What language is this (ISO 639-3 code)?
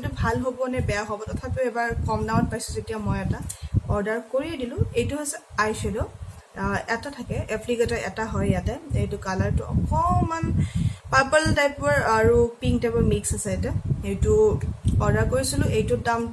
asm